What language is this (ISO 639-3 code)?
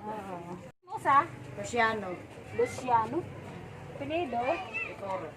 war